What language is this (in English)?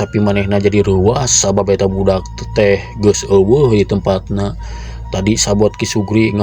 Sundanese